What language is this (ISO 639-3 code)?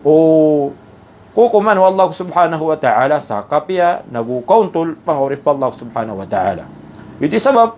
mrw